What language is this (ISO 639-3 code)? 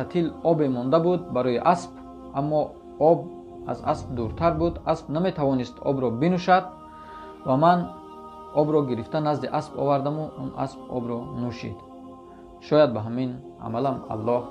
tgk